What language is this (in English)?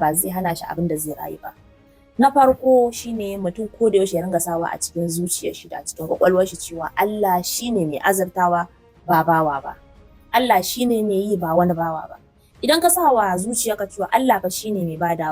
Hausa